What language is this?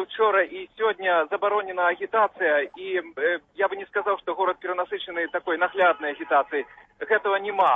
Belarusian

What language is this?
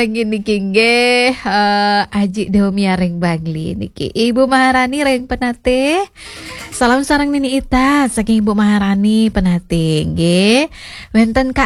Balinese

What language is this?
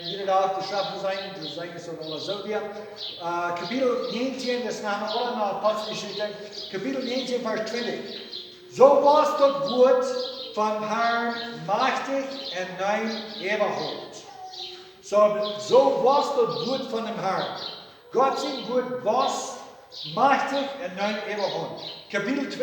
Plautdietsch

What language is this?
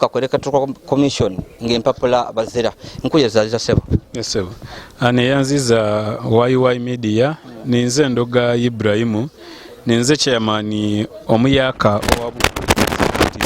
Ganda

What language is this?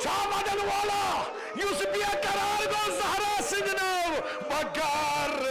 Kashmiri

